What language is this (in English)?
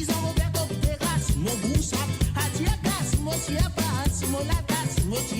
Morisyen